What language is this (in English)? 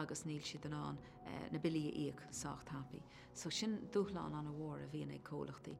Irish